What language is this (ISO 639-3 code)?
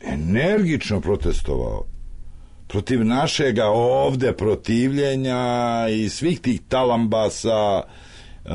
srp